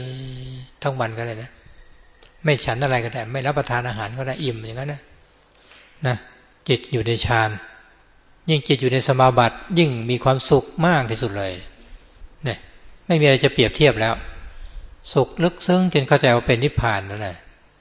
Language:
Thai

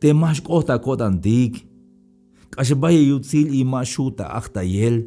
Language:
Tzeltal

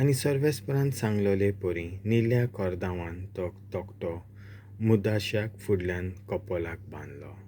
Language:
Konkani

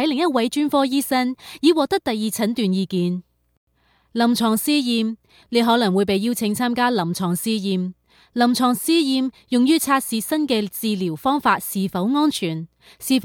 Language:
Cantonese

